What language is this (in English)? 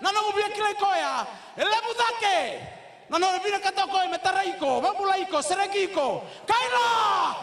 Fijian